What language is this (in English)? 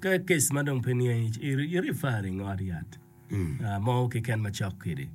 Acoli